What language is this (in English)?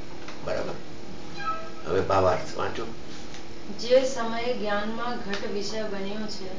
Gujarati